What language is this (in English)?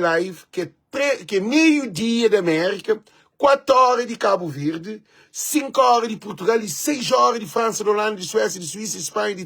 Kabuverdianu